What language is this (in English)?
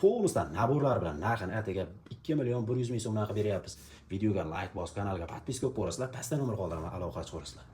Uzbek